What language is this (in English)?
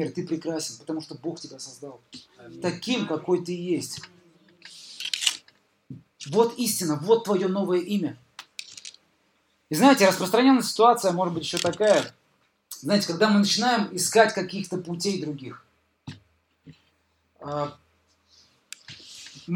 Russian